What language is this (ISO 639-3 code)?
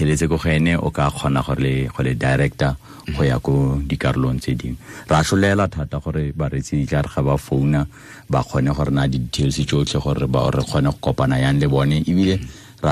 tsn